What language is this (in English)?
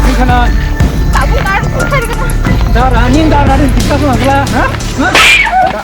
Kok Borok